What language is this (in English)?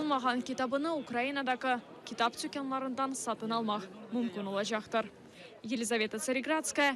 Crimean Tatar